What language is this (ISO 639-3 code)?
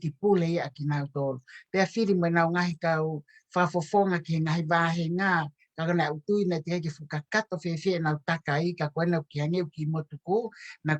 ton